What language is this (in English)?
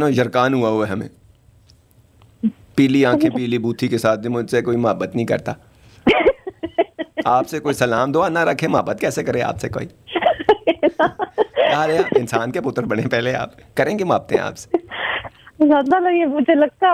Urdu